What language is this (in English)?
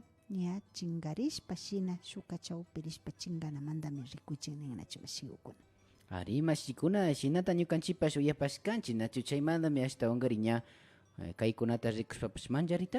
Imbabura Highland Quichua